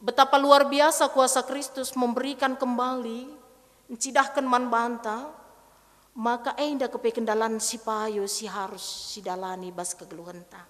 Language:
Batak Karo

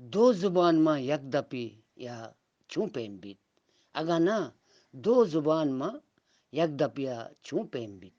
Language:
Eastern Balochi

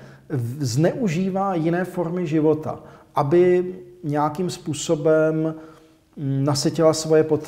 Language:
Czech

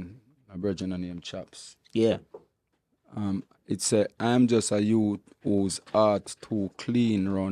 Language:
Jamaican Creole English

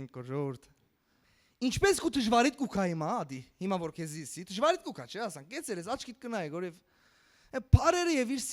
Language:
Western Armenian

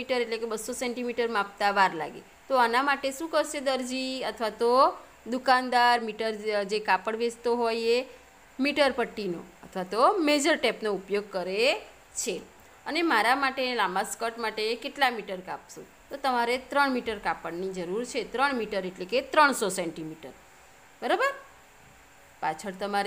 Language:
Gujarati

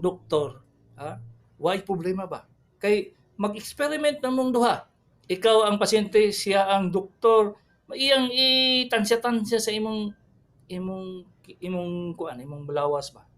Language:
Cebuano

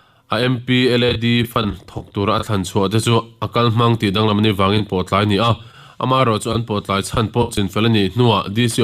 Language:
Mizo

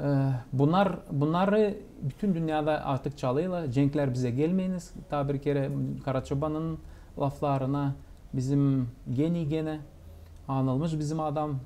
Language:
Gagauz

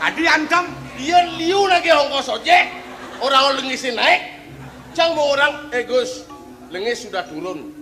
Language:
Balinese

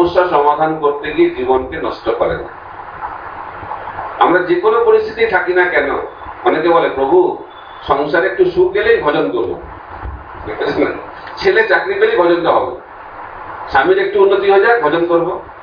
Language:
Bangla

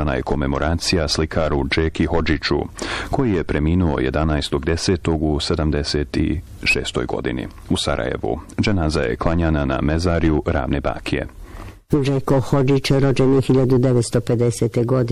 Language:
Bosnian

